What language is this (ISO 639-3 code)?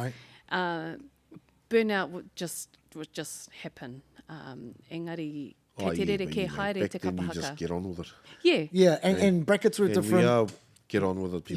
mri